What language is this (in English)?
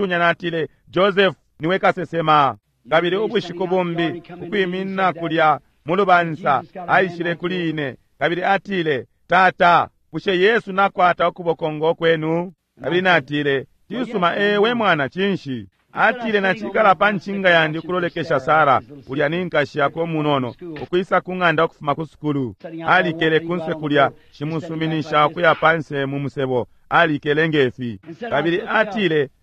Bemba